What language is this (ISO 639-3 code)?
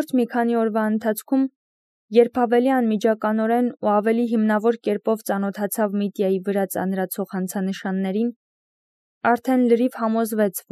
hye